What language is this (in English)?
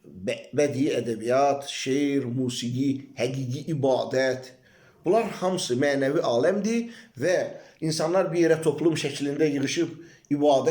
Azerbaijani